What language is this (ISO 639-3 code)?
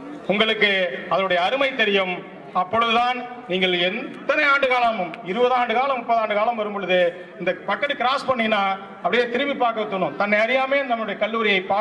tam